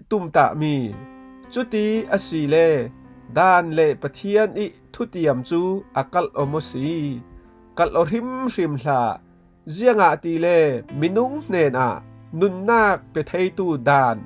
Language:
Falam Chin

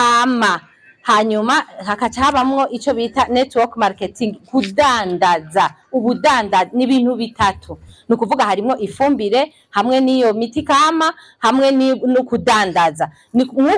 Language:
Rundi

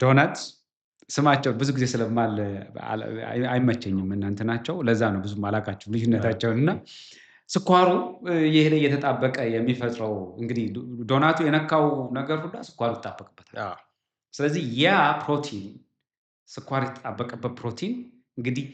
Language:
Amharic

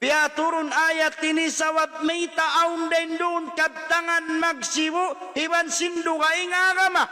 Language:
Tausug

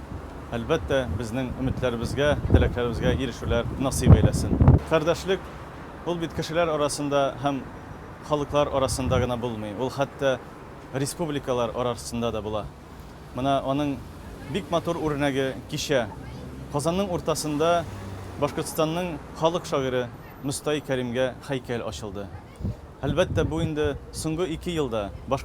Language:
Tatar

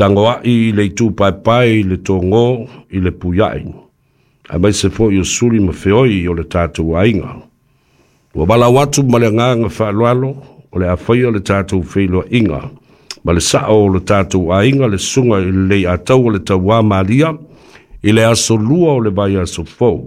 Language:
Samoan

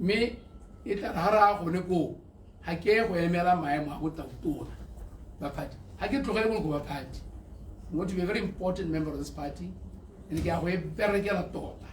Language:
Tswana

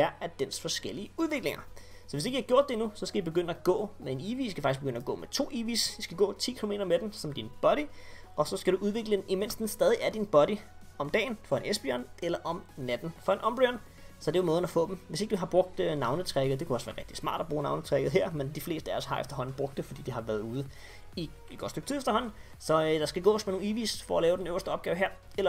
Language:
Danish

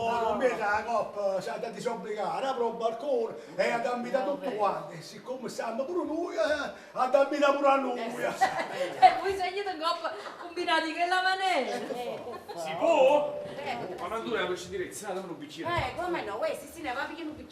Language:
Neapolitan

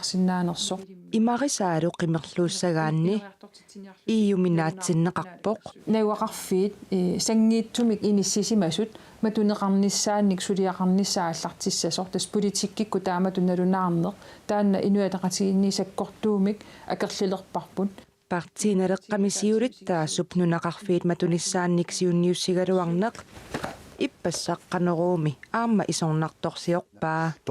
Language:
Kalaallisut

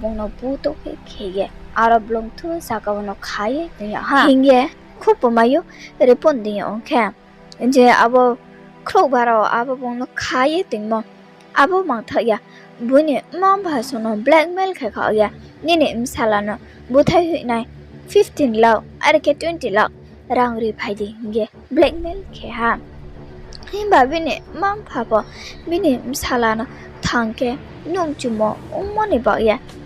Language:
Riang (India)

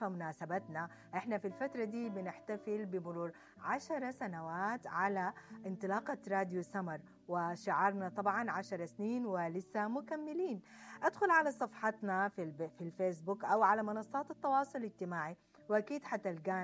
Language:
Sudanese Arabic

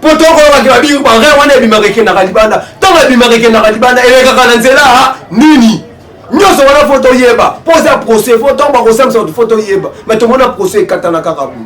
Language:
Lingala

